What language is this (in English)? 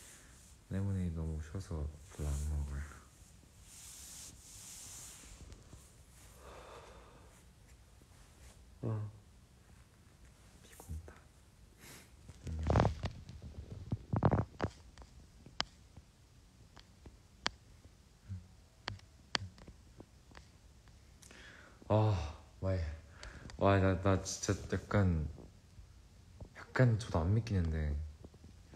Korean